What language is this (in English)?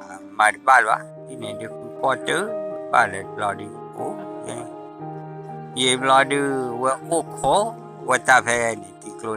S'gaw Karen